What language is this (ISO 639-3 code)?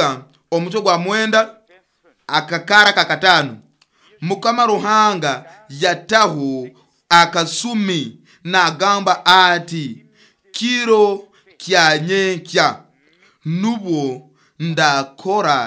nyo